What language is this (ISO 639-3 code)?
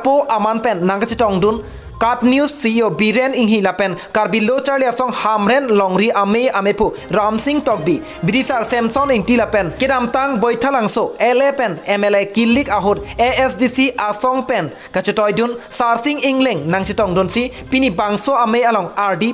mjw